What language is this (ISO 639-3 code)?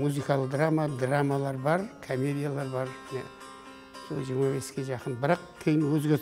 kaa